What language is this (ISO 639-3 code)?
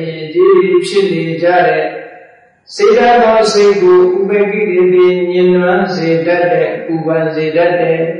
mya